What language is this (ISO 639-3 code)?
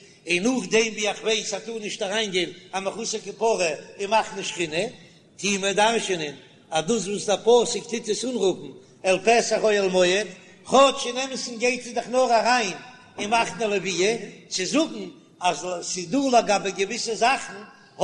yid